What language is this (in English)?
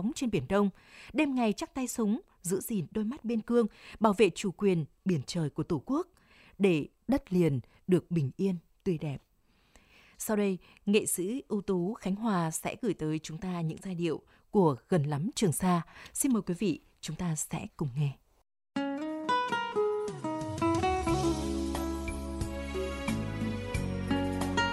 Vietnamese